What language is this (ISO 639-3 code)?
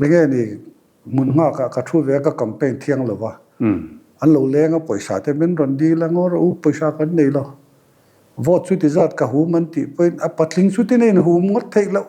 lus